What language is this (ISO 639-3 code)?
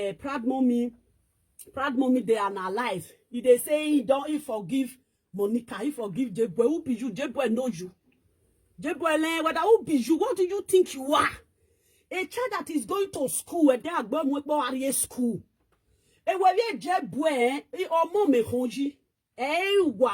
pcm